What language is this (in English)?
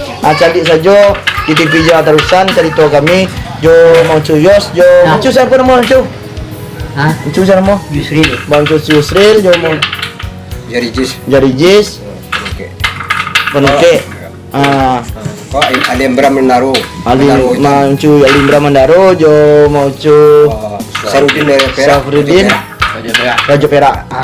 Minangkabau